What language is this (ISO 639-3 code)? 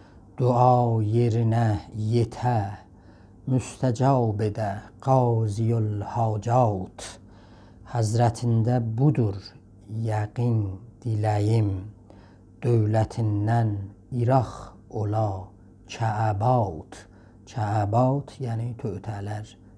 azb